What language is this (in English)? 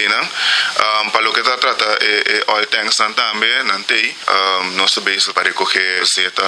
Papiamento